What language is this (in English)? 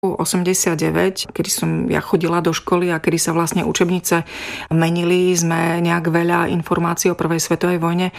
Slovak